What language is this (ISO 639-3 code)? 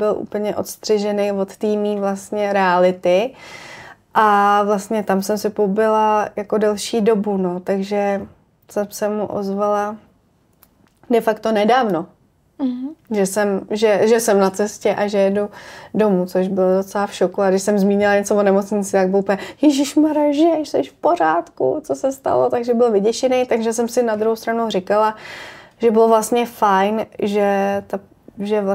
ces